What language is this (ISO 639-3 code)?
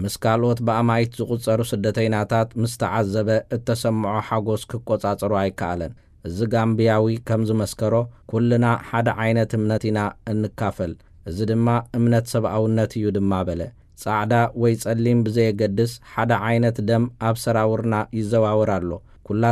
tir